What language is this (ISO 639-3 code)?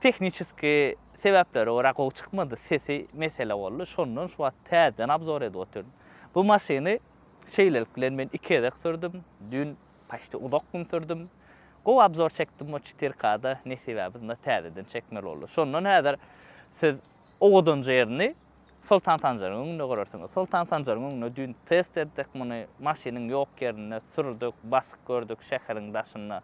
tuk